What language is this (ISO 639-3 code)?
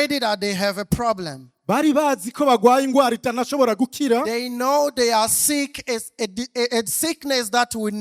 run